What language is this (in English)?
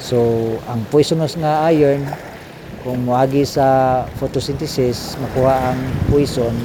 Cebuano